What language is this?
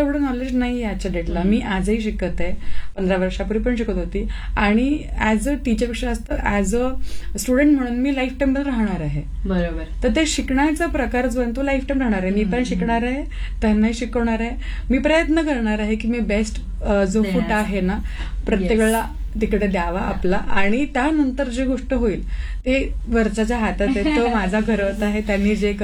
Marathi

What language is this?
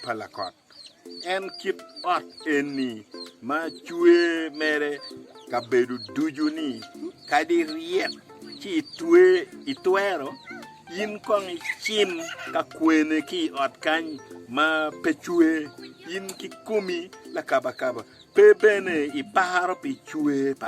Acoli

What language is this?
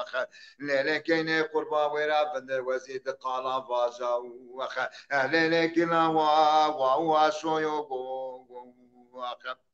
Zaza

